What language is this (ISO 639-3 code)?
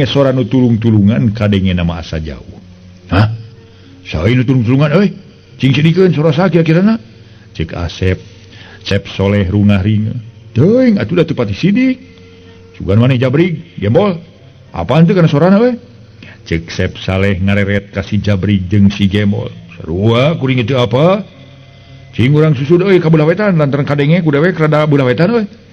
sun